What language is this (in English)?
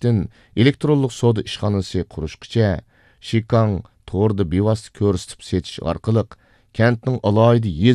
Uyghur